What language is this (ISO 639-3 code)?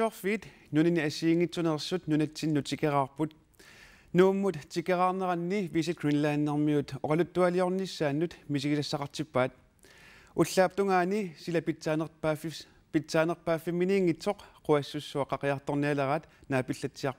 kal